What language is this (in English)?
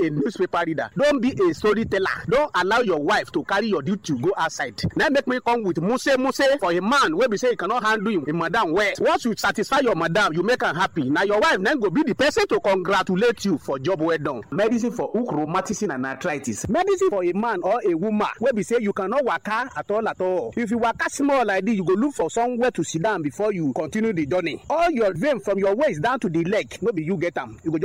Nigerian Pidgin